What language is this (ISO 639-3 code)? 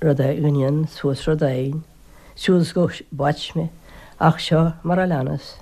gle